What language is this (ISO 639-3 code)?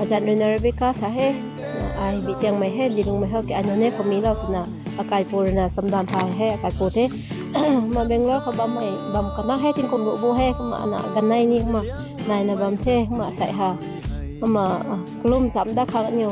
nbu